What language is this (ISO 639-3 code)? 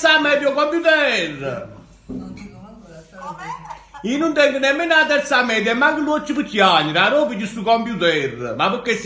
nap